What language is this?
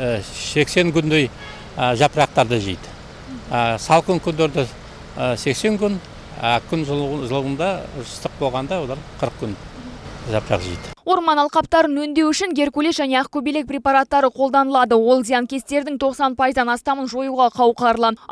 Kazakh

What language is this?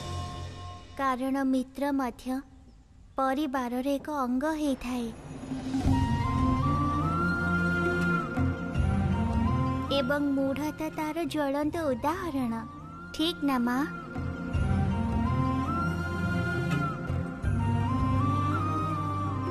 Odia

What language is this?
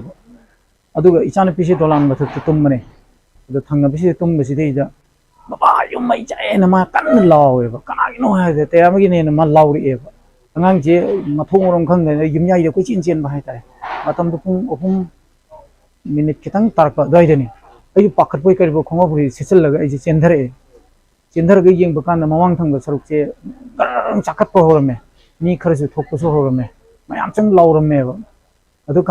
Manipuri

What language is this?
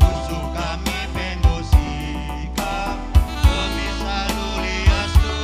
Batak Karo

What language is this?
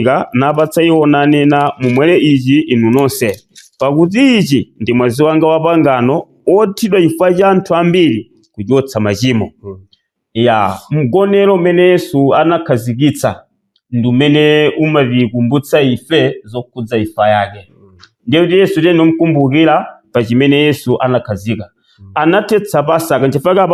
Nyanja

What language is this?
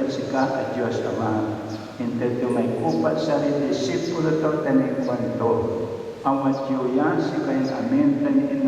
Pangasinan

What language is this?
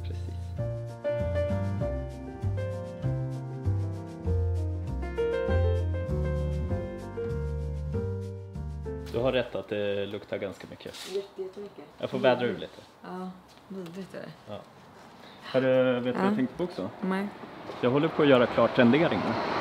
Swedish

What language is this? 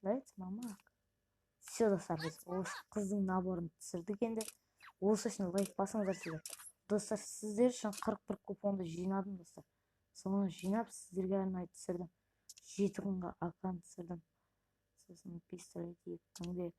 Kazakh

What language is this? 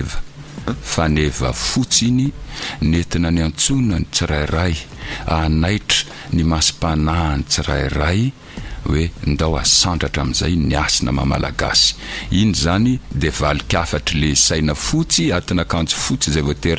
Malagasy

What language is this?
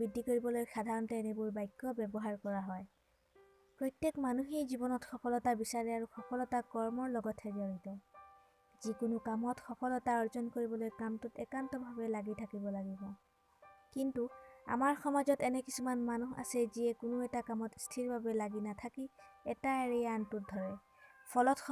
Assamese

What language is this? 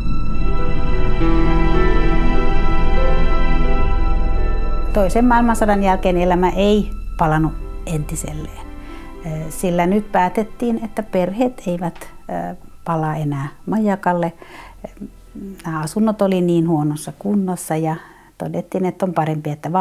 Finnish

